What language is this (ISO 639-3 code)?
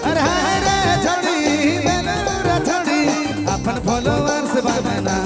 sck